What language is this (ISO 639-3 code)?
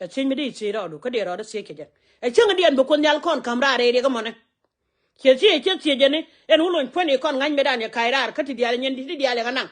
nus